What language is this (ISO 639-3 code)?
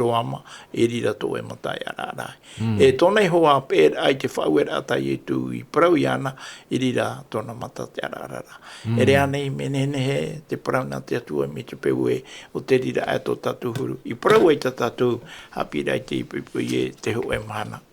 tah